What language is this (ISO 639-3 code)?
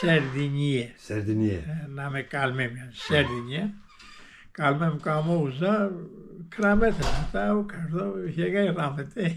zza